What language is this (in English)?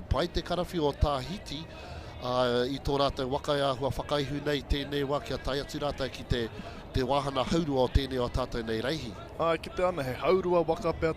Māori